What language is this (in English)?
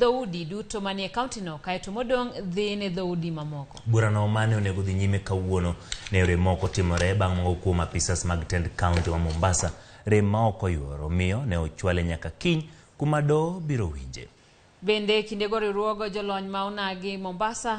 Luo (Kenya and Tanzania)